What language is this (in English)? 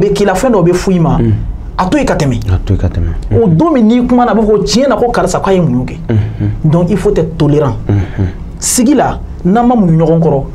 Bambara